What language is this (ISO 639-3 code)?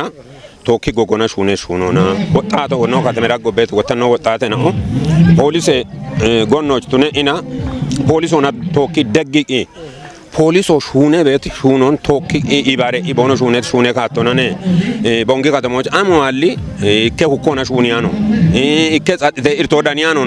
kbr